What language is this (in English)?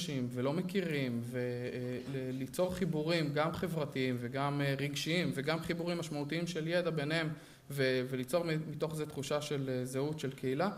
Hebrew